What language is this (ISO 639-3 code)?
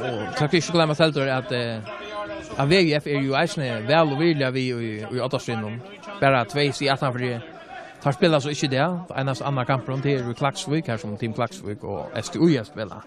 fao